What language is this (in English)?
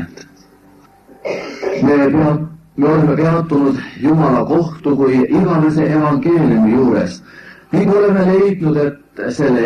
Estonian